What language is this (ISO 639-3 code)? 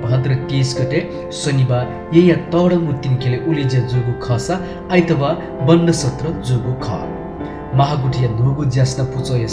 new